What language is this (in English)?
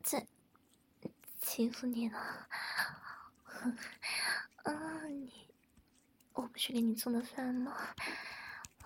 Chinese